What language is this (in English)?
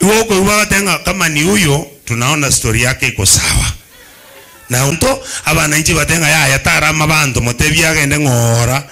Gusii